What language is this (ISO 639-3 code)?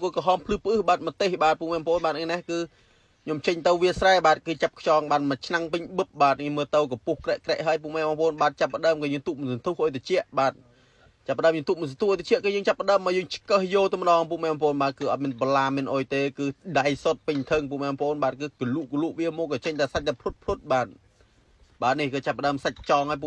khm